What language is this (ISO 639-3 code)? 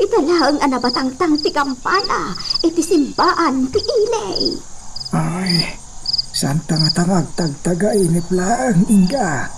ilo